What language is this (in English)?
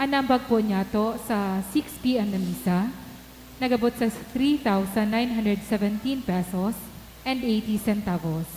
Bikol